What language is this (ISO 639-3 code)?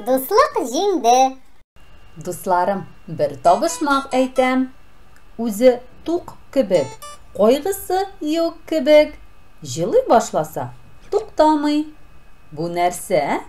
tat